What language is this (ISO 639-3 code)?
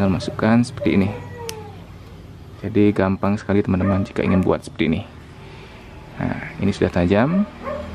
ind